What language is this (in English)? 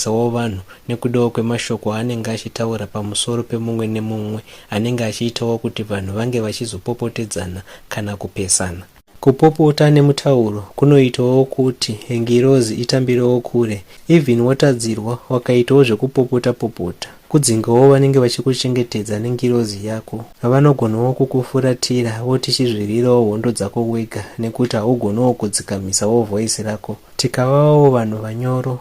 Shona